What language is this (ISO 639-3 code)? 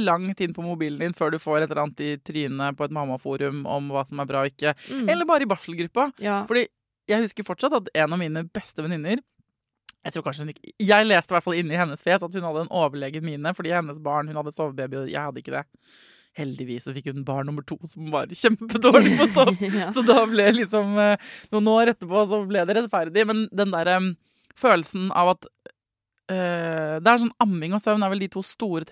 nor